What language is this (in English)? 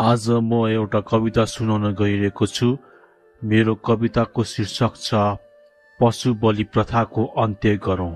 Nepali